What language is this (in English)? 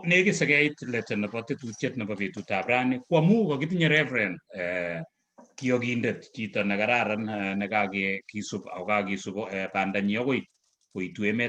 Kalenjin